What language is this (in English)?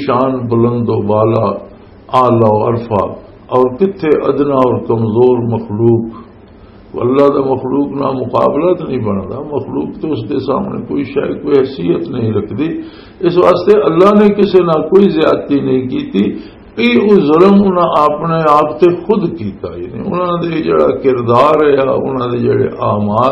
Western Panjabi